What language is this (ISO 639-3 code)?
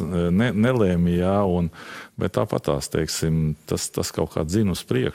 lav